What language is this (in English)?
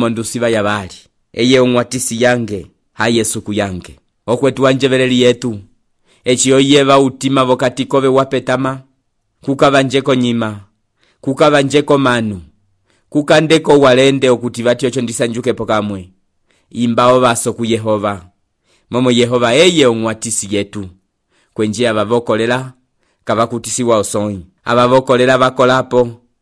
Umbundu